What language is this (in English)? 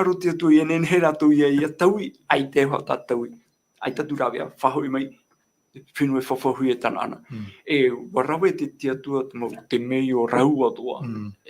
Tahitian